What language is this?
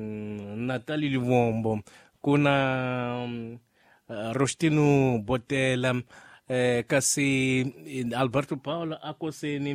Tsonga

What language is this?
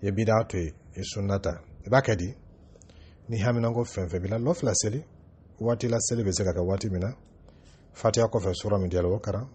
Dyula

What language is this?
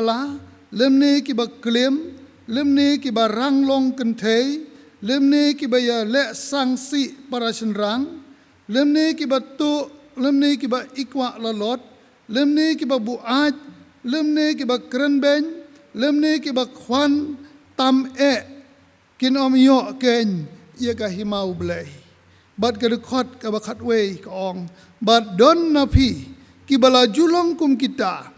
Khasi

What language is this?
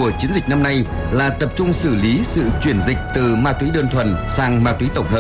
Vietnamese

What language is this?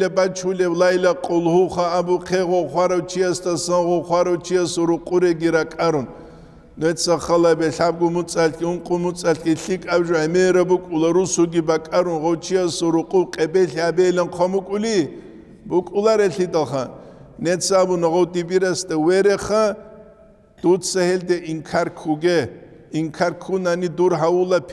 Avaric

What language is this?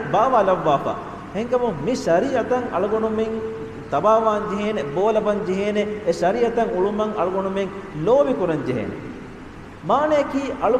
Divehi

